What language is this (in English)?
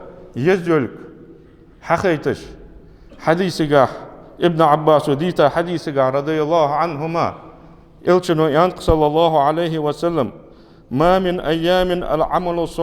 Ingush